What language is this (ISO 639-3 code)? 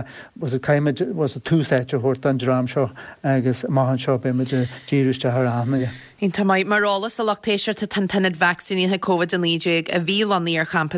gle